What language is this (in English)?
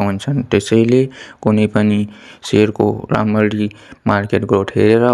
Nepali